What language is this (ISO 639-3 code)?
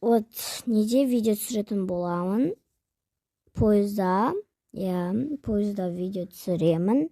kaz